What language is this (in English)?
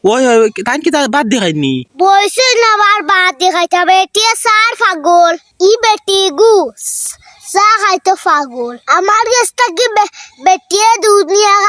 Sylheti